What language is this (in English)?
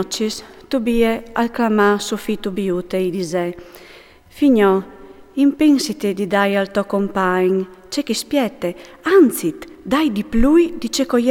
Friulian